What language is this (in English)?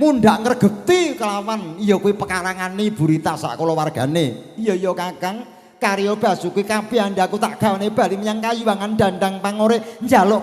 Javanese